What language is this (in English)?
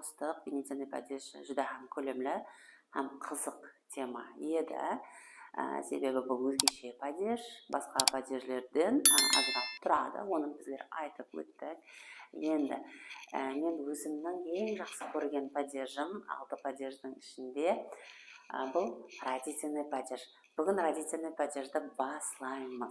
Kara-Kalpak